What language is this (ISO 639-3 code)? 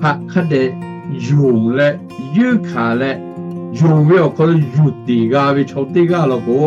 lhu